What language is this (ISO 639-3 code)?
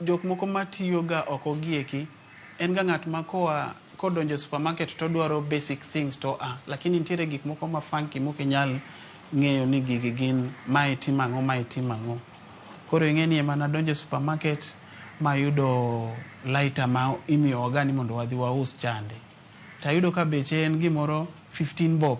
luo